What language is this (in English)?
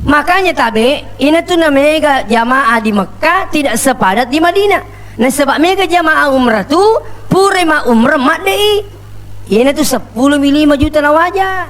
Buginese